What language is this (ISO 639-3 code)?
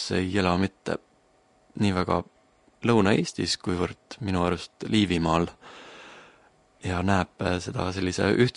est